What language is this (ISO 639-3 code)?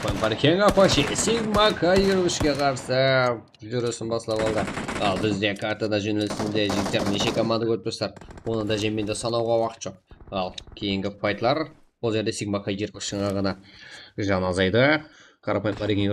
kaa